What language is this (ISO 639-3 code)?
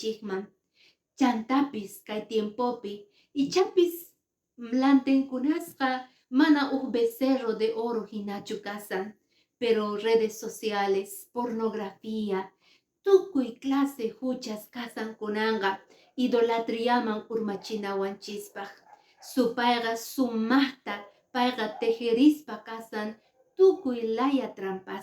que